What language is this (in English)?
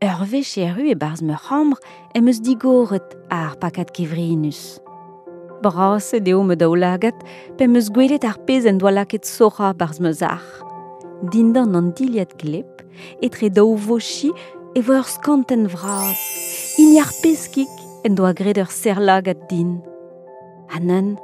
Breton